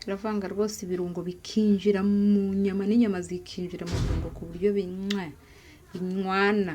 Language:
Kinyarwanda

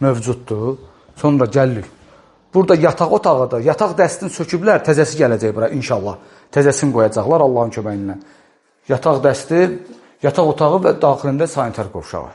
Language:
Azerbaijani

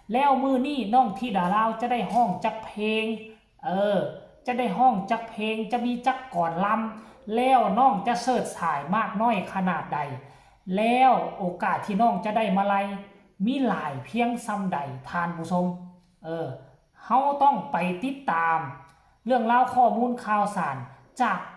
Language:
Northeastern Thai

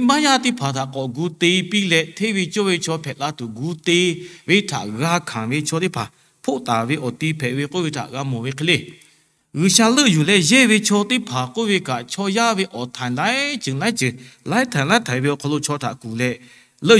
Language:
Lahu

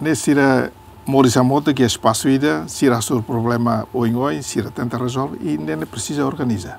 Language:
Tetum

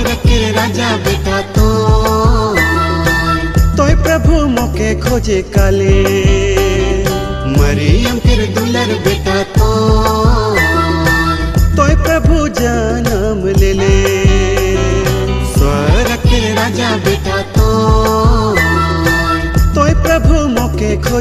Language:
Sadri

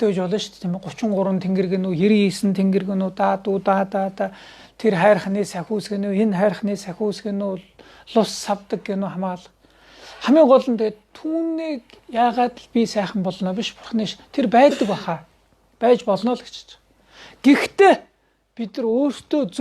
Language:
Mongolian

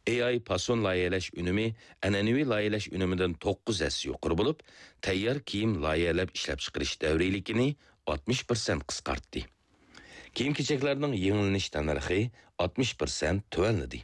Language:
Uyghur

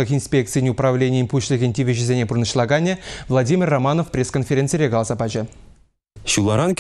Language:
Chuvash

